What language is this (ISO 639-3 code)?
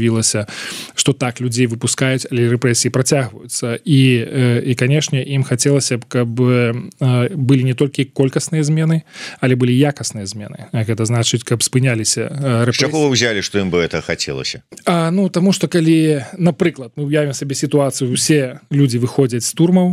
bel